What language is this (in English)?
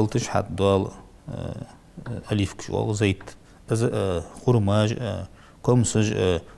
Ingush